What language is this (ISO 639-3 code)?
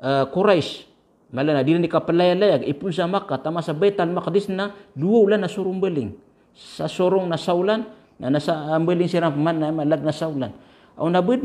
mrw